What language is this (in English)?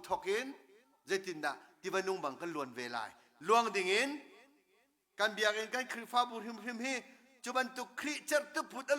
Hakha Chin